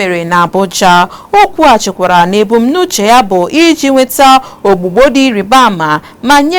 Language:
Igbo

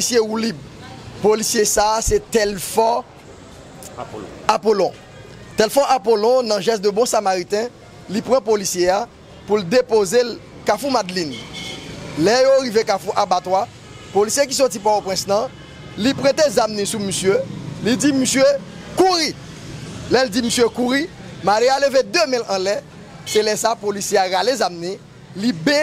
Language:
Haitian Creole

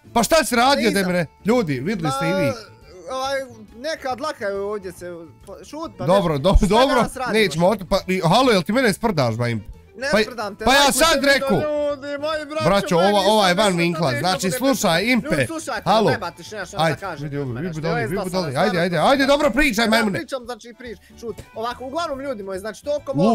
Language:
Bosnian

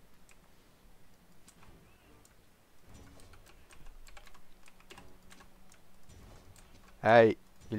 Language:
Dutch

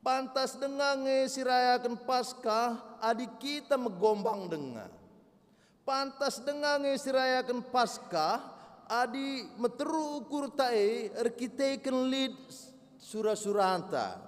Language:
Batak Karo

